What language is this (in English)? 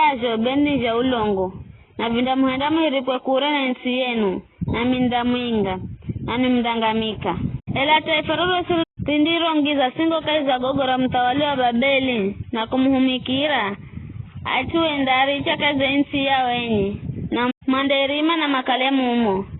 Giryama